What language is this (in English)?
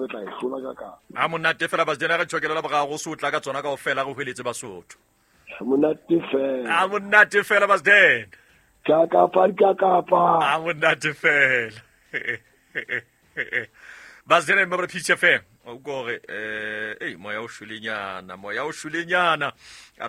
Southern Sotho